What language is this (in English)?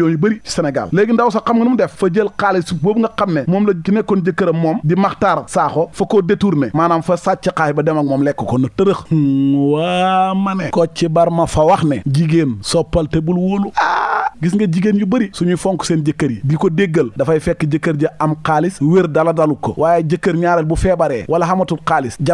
Wolof